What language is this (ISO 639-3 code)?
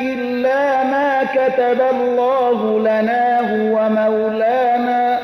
fas